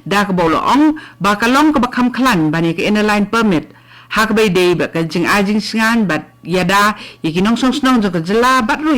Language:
Khasi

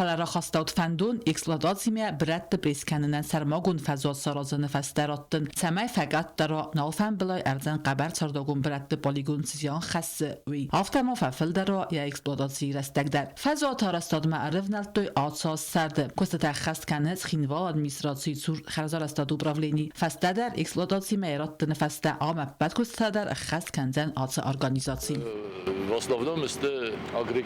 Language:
Ossetic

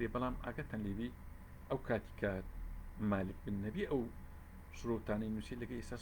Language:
Central Kurdish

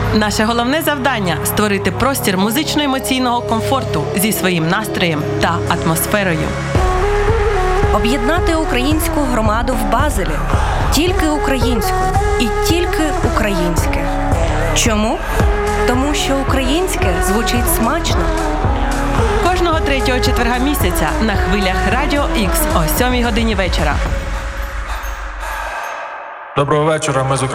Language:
Ukrainian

